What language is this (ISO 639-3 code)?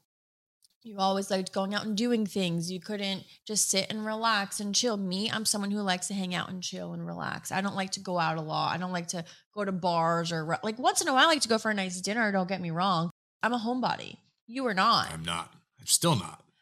eng